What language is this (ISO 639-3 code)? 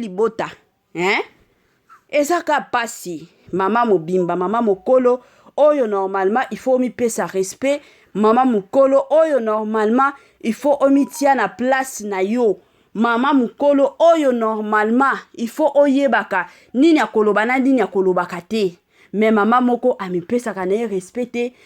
lin